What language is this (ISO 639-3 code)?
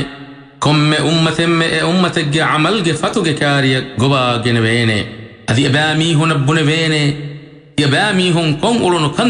div